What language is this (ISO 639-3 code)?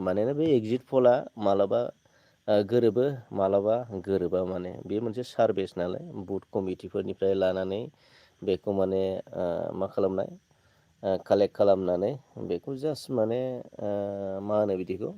brx